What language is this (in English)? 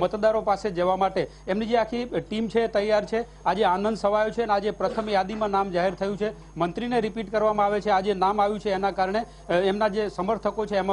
Gujarati